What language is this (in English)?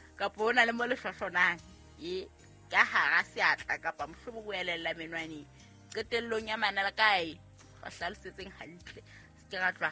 Southern Sotho